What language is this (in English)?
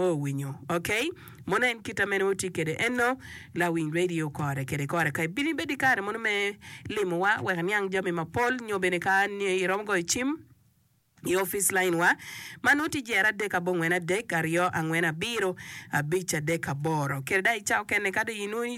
Acoli